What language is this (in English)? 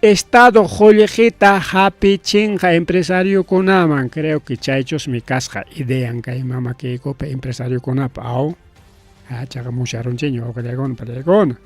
Ayacucho Quechua